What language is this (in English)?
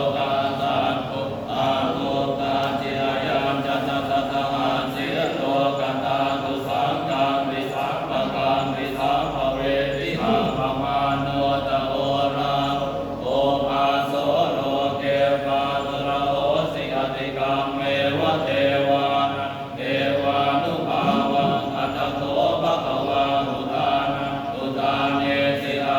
Pali